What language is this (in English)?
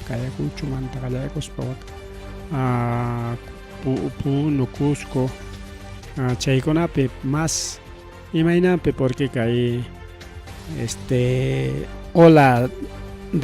Ayacucho Quechua